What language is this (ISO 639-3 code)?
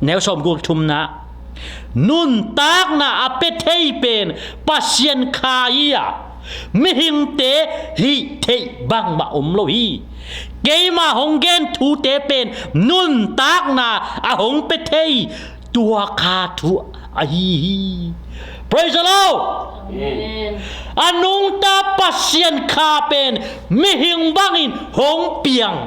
ctd